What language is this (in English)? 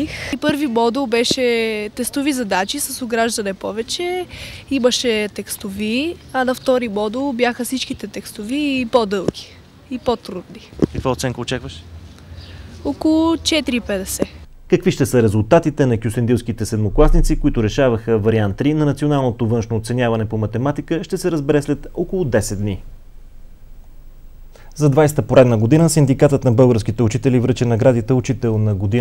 Bulgarian